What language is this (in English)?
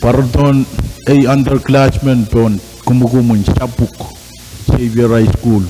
Pohnpeian